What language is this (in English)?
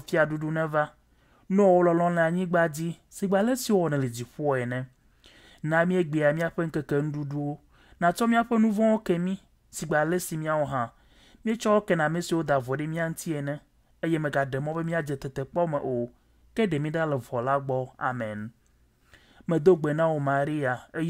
Ewe